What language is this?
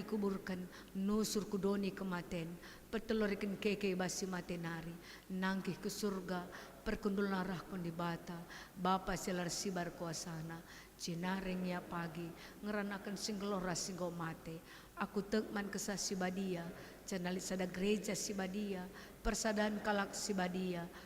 Batak Karo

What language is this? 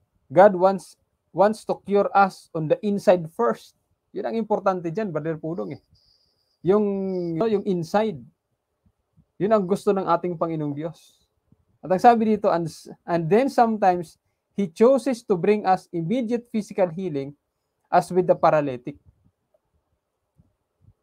Filipino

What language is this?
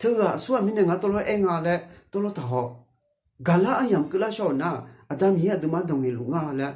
Akha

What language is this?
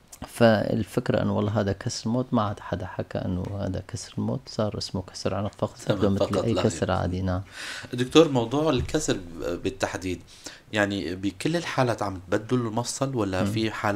North Levantine Arabic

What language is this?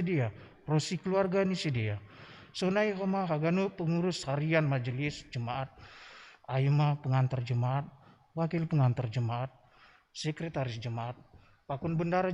Batak Simalungun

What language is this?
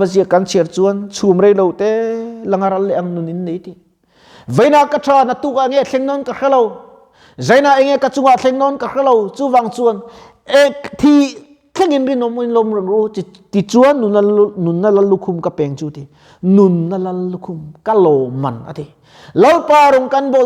Mizo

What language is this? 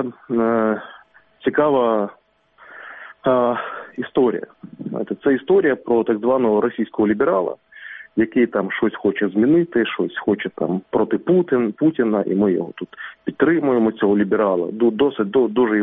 Ukrainian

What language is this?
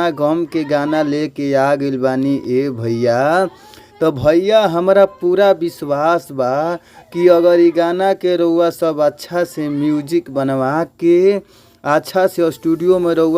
Bhojpuri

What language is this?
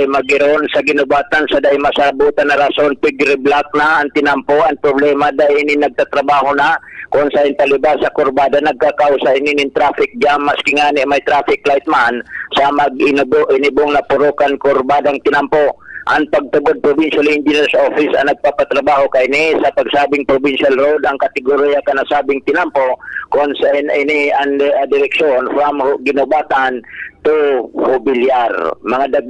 Bikol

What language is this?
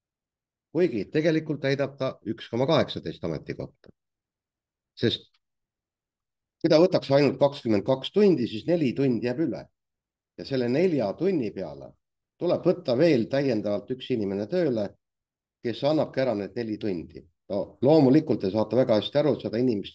Estonian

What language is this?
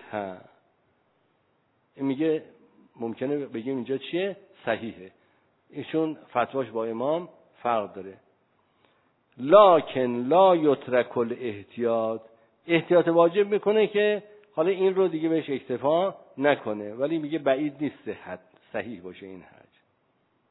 Persian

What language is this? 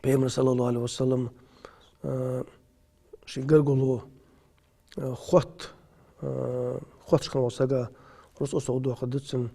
Ingush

